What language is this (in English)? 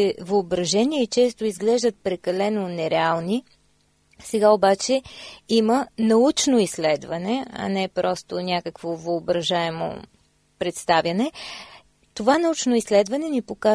Bulgarian